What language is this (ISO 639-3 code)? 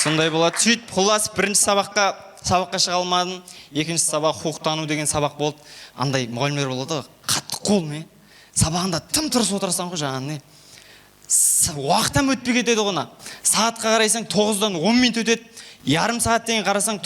kaa